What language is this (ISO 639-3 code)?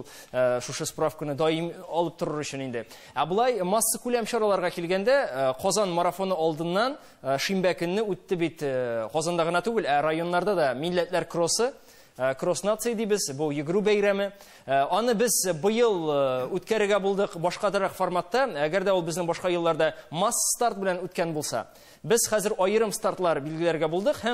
tat